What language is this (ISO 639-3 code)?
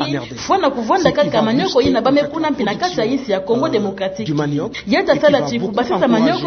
ktu